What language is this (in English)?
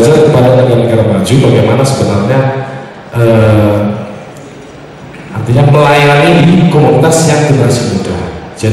Indonesian